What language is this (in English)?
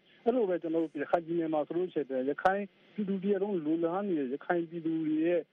Burmese